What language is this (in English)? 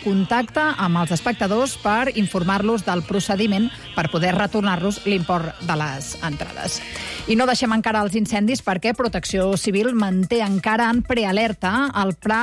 Catalan